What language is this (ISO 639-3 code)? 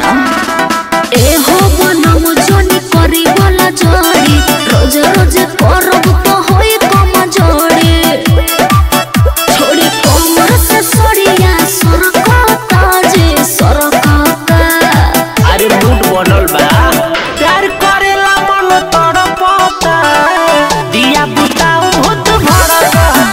bho